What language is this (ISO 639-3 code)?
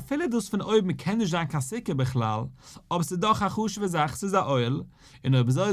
yid